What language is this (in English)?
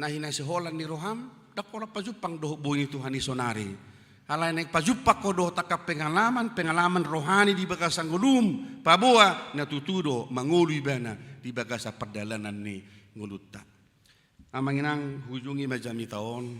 Batak Toba